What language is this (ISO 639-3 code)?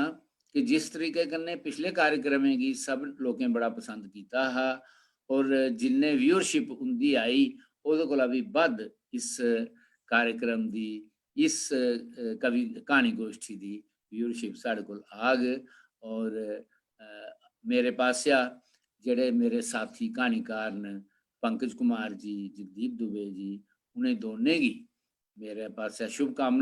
doi